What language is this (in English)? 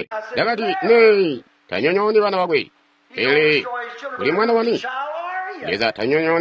Tonga (Zambia)